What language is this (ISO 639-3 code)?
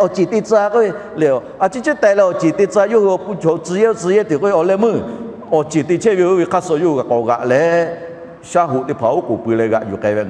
lhu